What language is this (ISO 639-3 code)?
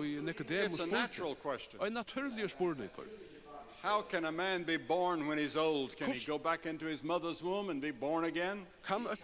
fao